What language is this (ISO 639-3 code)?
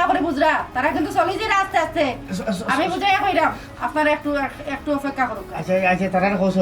syl